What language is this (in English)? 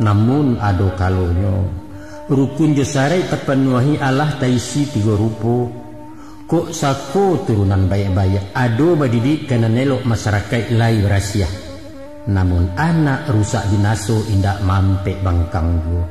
Minangkabau